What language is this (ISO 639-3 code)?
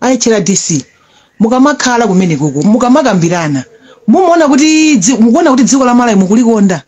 nya